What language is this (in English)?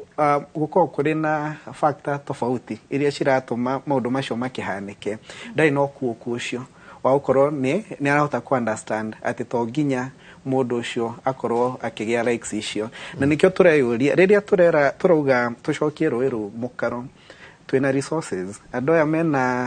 Kikuyu